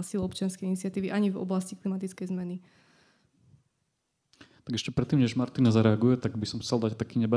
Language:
Slovak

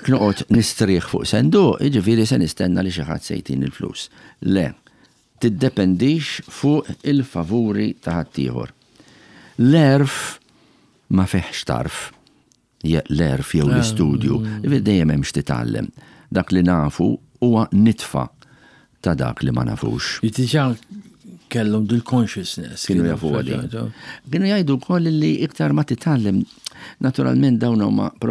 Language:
Maltese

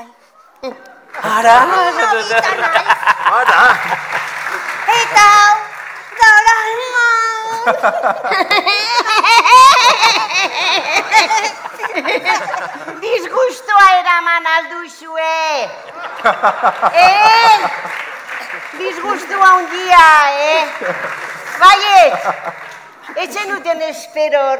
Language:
Basque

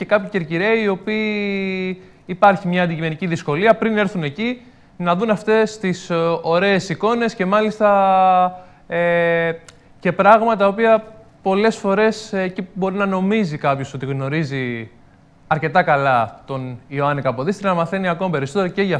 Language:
Greek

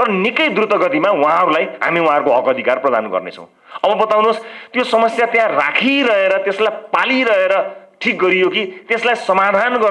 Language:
Nepali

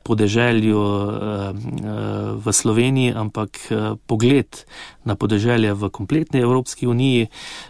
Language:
Slovenian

